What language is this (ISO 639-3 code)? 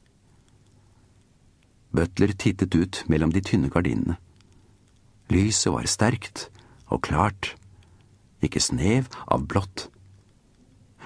nor